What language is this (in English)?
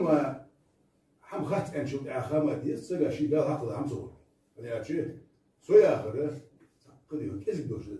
Ingush